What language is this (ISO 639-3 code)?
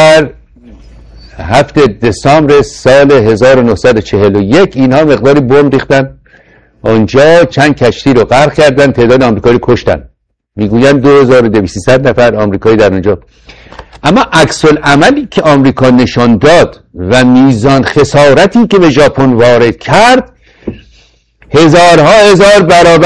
fas